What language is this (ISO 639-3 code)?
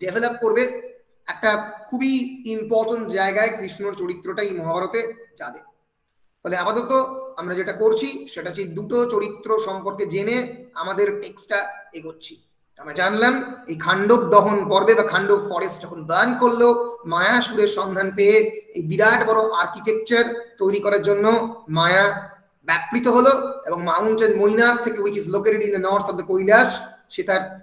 ben